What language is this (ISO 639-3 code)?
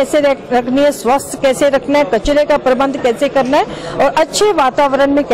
hin